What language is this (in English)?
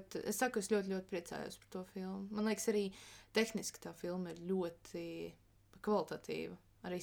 Latvian